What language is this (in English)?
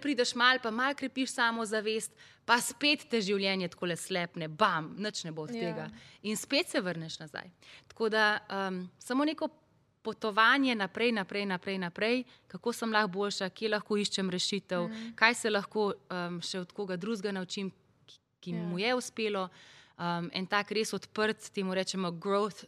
Slovenian